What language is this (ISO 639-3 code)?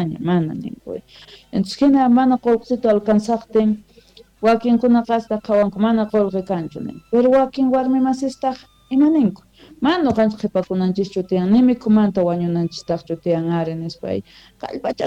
quh